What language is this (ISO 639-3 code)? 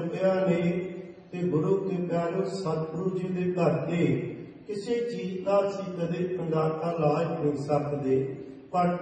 pan